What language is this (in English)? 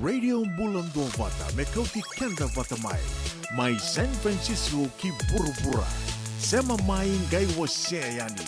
Fijian